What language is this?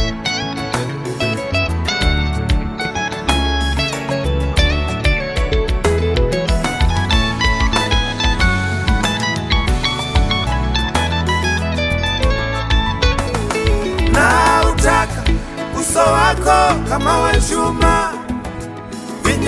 Swahili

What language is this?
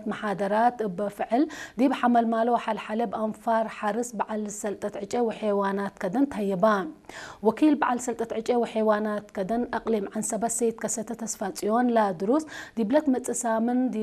Tigrinya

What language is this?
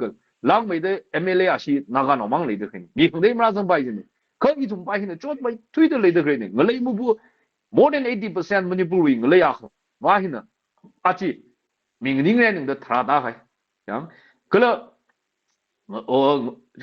Tangkhul Naga (India)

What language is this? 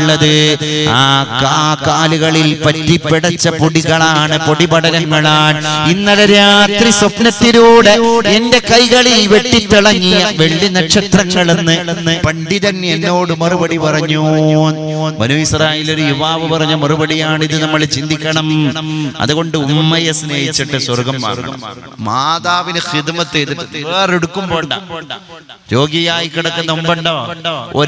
Malayalam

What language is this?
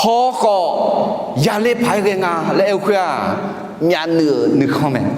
Akha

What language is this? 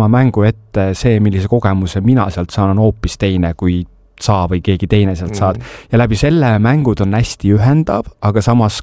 Estonian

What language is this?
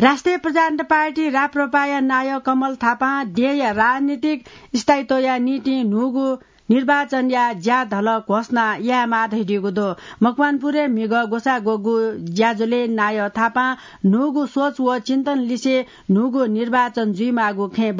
Newari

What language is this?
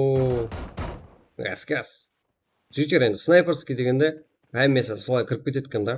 Kara-Kalpak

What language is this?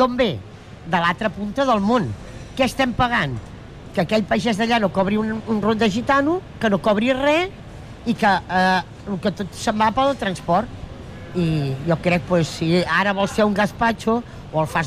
Catalan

